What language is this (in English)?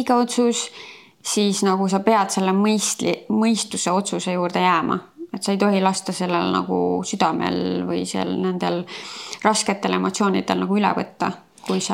Estonian